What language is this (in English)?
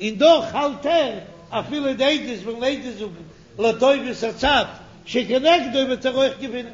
Yiddish